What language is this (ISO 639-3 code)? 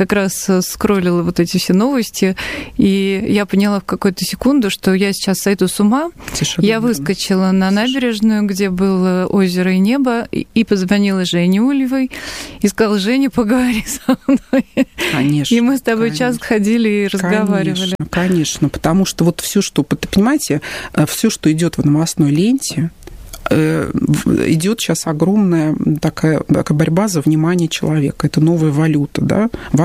rus